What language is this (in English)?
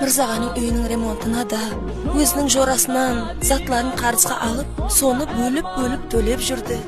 Kara-Kalpak